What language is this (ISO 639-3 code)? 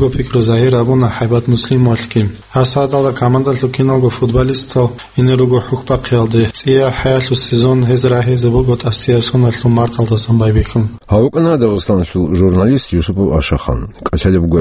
ava